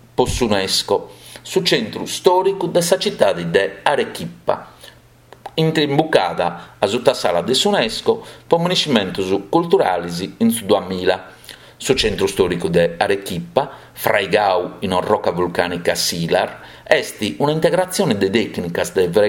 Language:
Sardinian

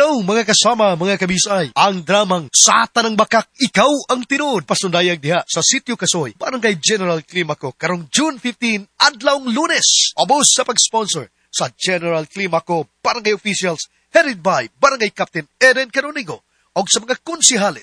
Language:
Cebuano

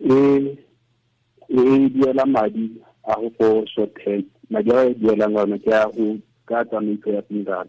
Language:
Tswana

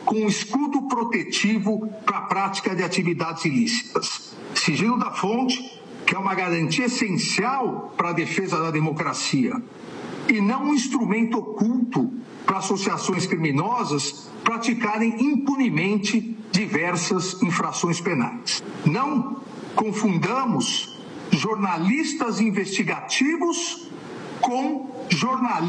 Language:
Portuguese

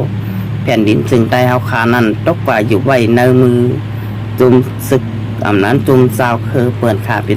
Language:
Shan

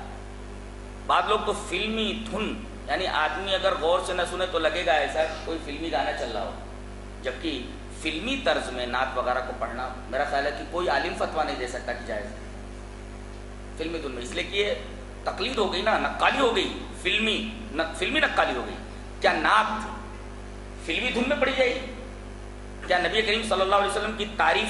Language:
Urdu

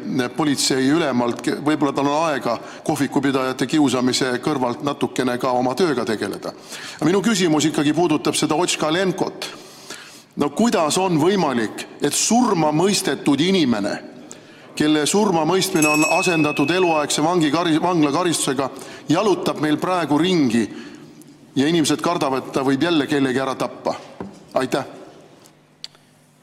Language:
Estonian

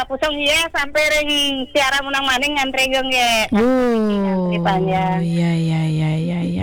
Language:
Balinese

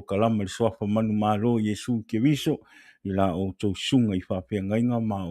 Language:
Samoan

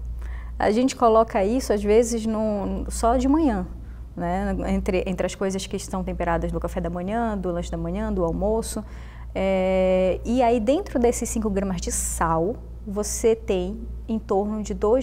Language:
Portuguese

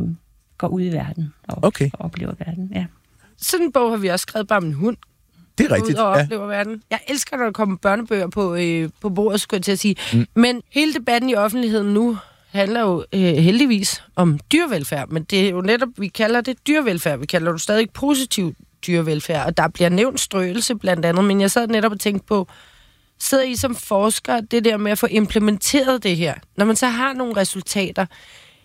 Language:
Danish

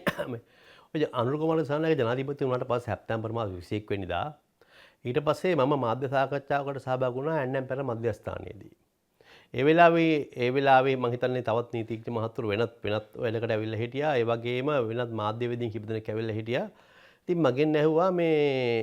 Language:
Sinhala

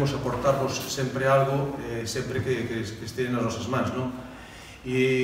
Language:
Galician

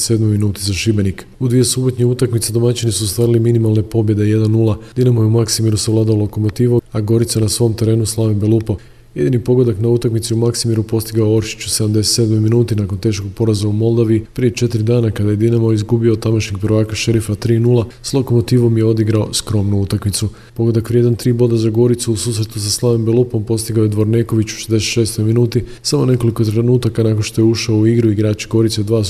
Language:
Croatian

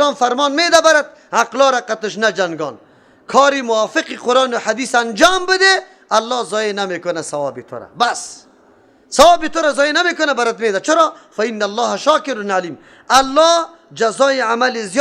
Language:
Persian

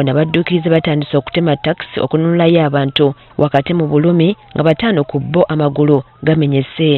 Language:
Ganda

